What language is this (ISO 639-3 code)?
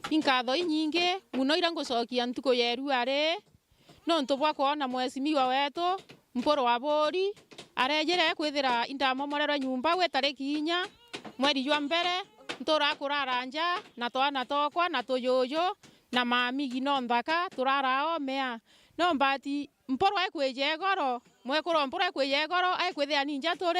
mer